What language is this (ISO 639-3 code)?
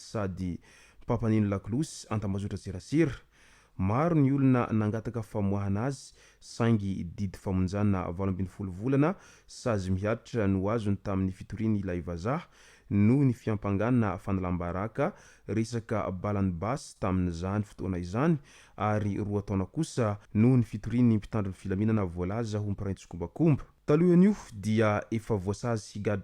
mlg